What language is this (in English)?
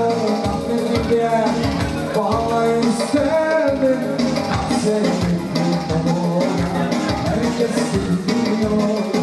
Romanian